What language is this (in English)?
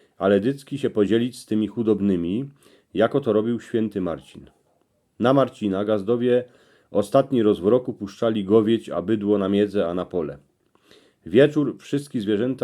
Silesian